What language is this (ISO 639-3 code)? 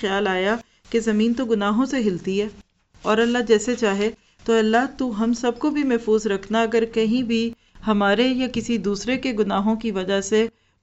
urd